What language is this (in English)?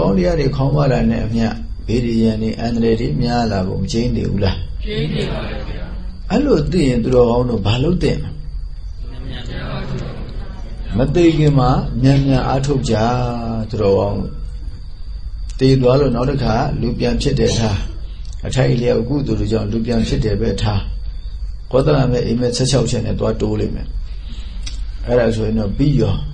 Burmese